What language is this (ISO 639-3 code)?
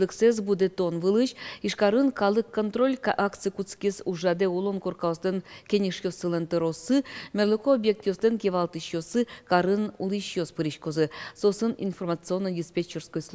udm